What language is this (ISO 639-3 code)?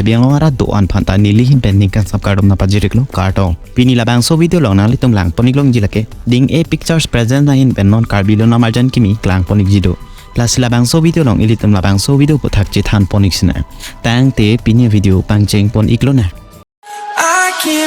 mjw